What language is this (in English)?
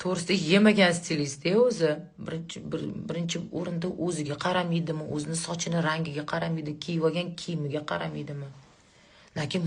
Uzbek